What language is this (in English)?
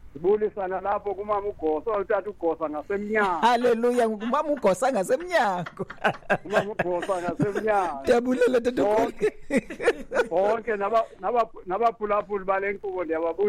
Xhosa